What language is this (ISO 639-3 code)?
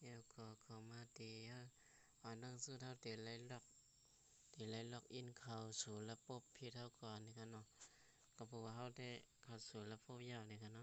shn